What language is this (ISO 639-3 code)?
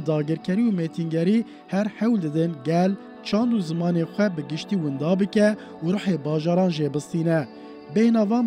kur